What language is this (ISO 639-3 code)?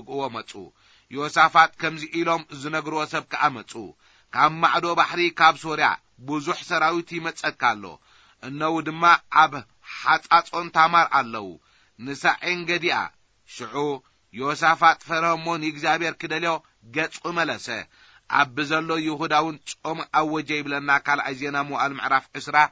tir